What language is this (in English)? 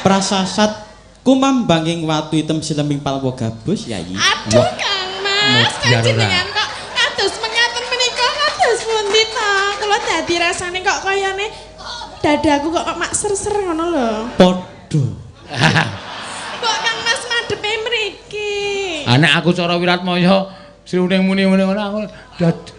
Javanese